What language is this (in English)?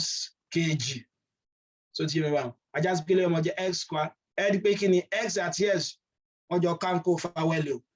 Yoruba